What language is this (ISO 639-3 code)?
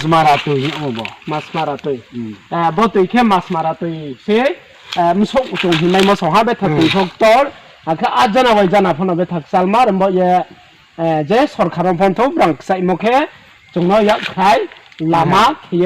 ria